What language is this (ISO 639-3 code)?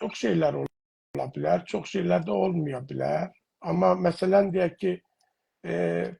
azb